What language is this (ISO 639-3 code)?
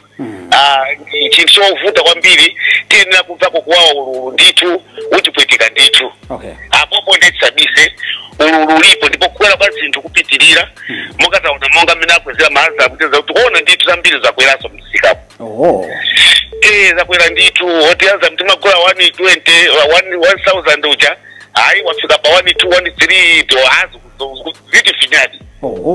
nya